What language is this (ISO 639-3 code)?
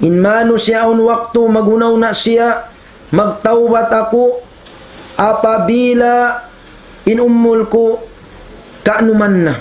tsg